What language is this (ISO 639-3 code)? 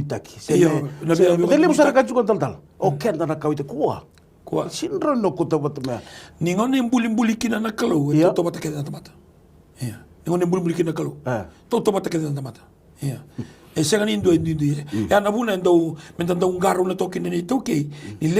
fij